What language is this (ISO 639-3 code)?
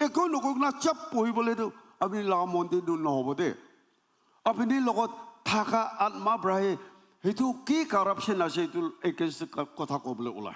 nag